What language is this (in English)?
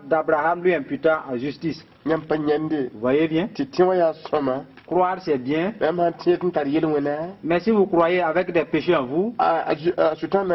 Mossi